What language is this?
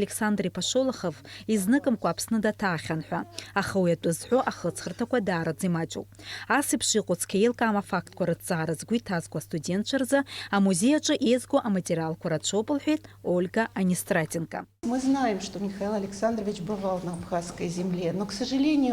Abkhazian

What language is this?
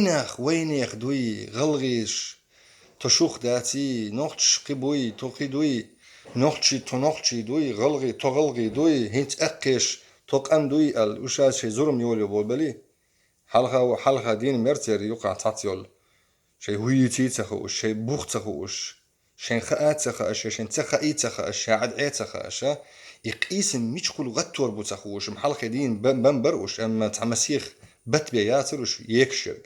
Chechen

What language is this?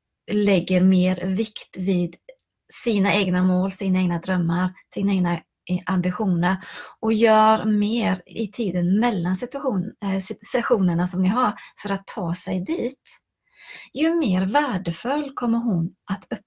Swedish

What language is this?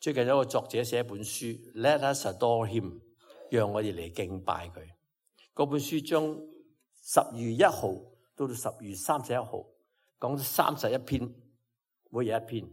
Cantonese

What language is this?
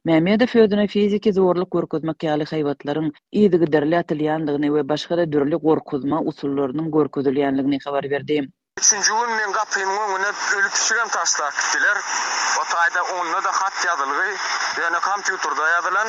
Turkmen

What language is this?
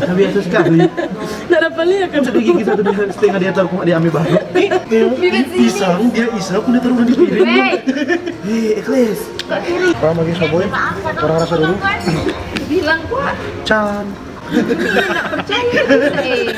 Manado Malay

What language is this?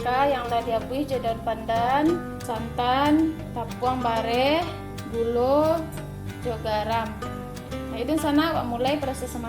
Minangkabau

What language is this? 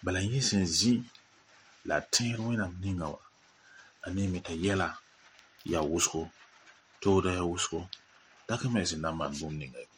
Mossi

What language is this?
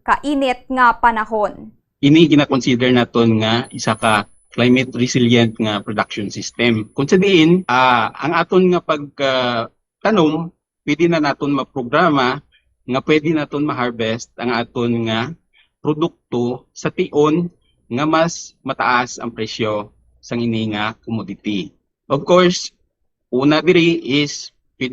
Hiligaynon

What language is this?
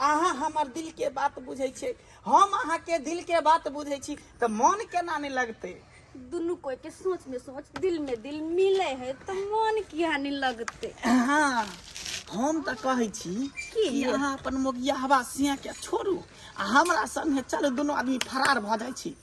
Maithili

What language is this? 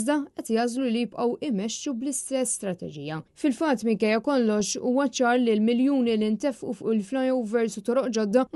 Maltese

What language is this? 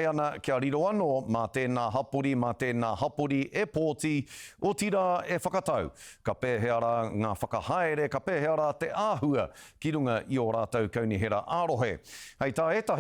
Māori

